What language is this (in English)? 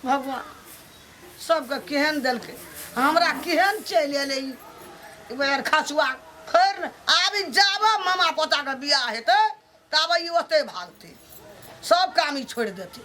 Maithili